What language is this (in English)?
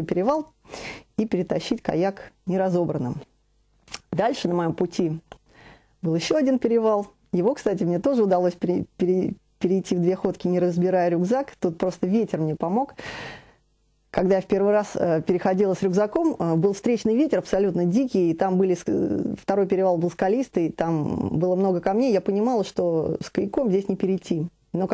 Russian